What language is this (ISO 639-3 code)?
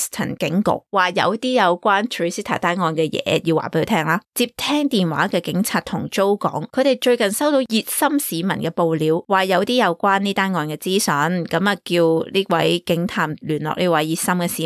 yue